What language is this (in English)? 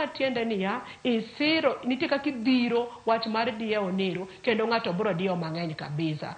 Luo (Kenya and Tanzania)